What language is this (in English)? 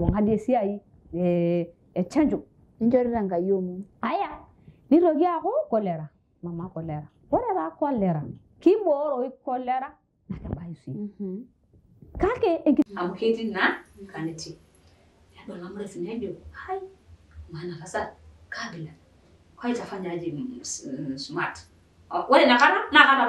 Masai